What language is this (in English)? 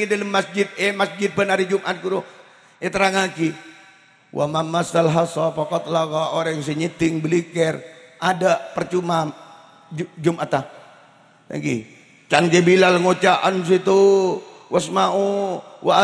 Madurese